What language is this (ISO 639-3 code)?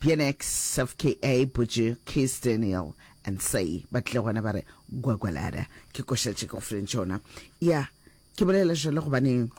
nso